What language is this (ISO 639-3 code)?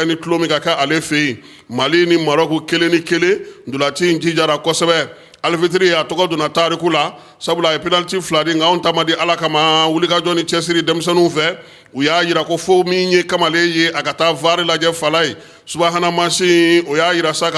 bam